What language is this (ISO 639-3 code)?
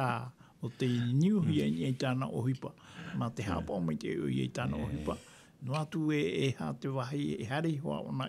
tah